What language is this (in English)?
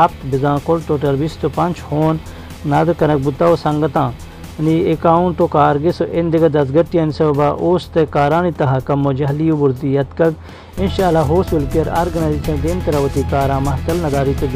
Baluchi